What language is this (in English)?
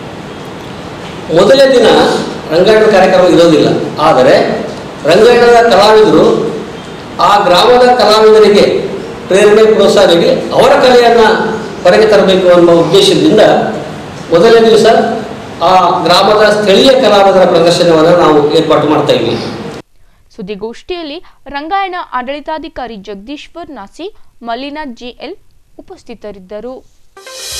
Kannada